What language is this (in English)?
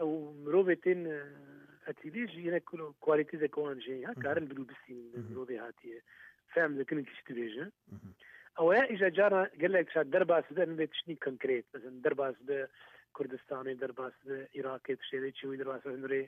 Kurdish